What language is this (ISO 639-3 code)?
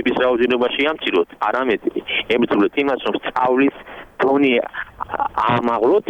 kat